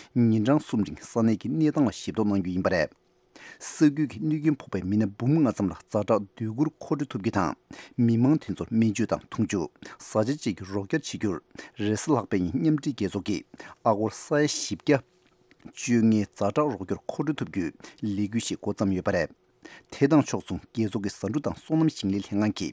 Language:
Tibetan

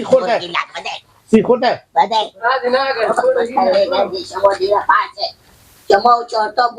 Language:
Persian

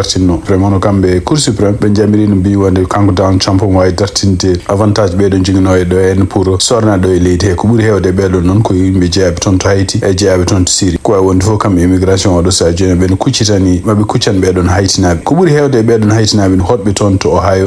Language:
Fula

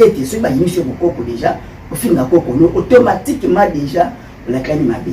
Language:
Lingala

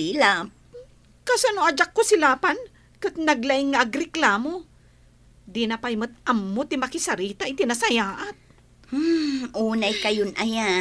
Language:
Iloko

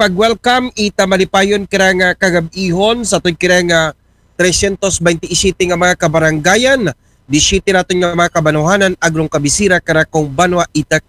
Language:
Aklanon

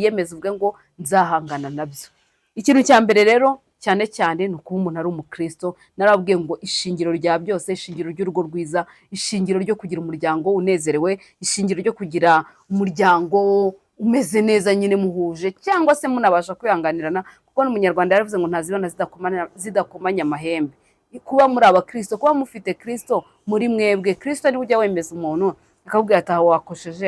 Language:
Kinyarwanda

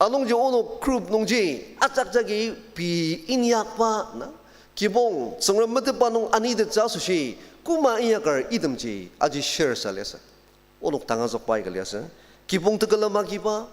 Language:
Ao Naga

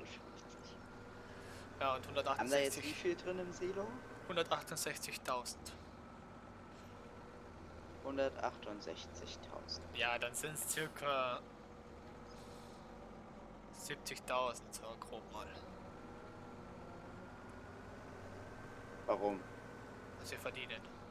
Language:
German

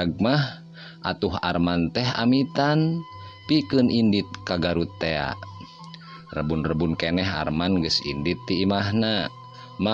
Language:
Sundanese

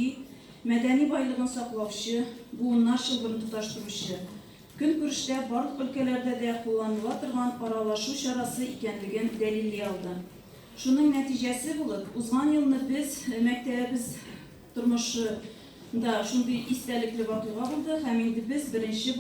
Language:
Tatar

